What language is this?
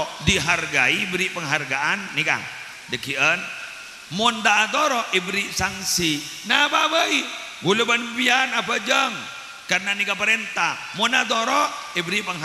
Madurese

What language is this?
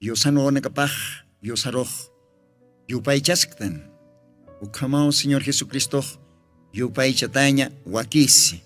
Aymara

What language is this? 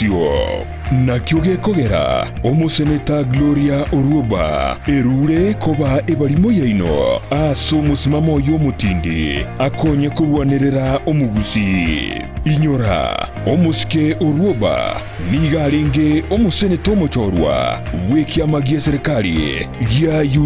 Gusii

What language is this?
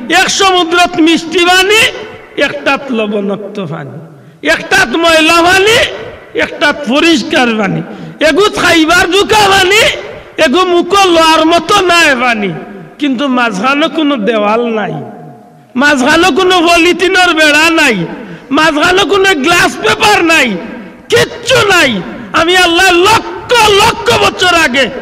Sylheti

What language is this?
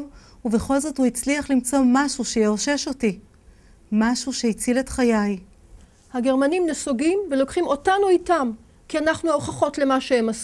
Hebrew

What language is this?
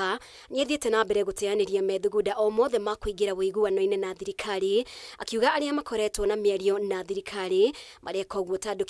Kikuyu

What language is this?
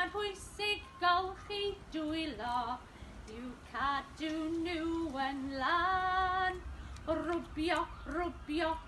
Welsh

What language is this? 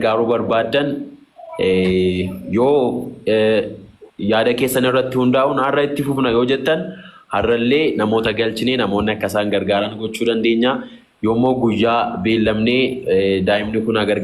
Oromo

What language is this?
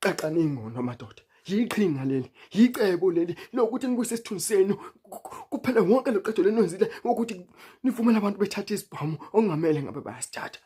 Zulu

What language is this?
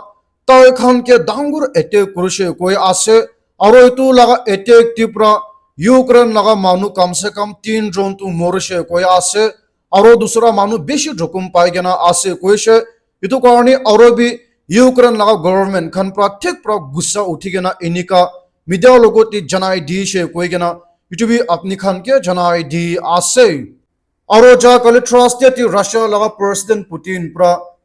Naga Pidgin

